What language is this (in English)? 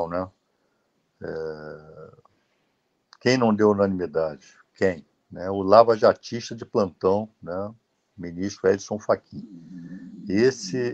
Portuguese